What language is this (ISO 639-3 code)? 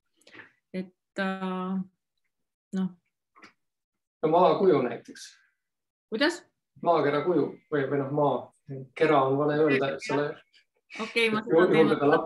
est